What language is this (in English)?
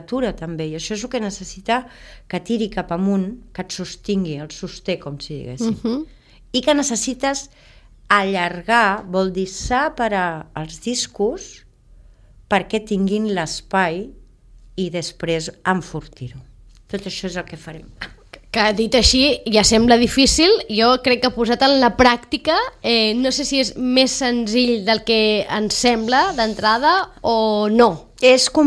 Catalan